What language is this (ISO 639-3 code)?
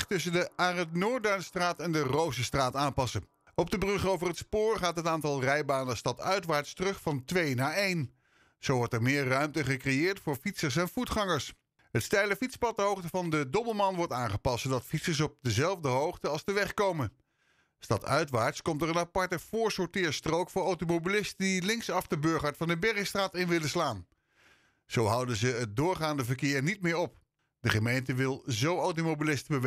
nld